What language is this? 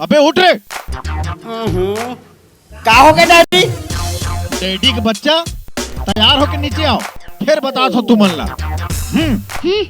Chhattisgarhi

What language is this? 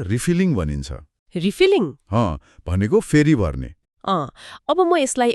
Nepali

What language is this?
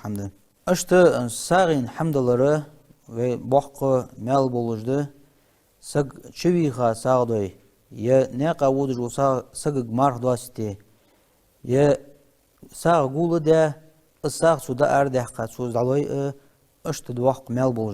Ingush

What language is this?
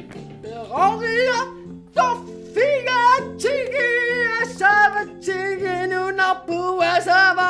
Kalaallisut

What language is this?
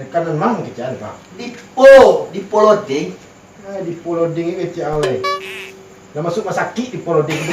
Minangkabau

